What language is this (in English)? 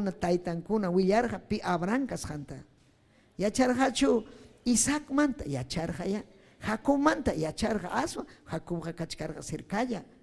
Ayacucho Quechua